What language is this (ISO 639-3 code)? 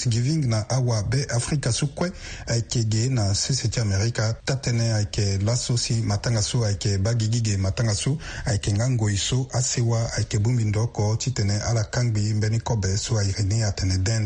sag